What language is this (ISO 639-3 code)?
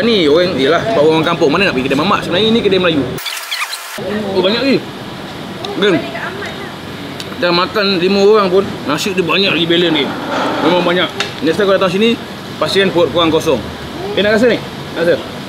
msa